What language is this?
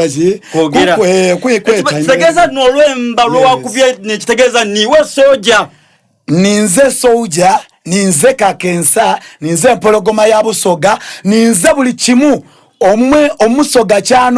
Soga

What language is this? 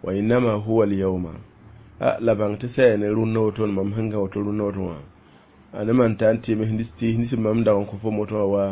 Mossi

